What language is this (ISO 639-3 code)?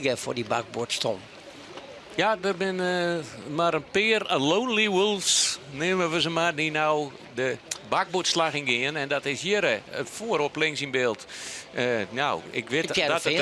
fry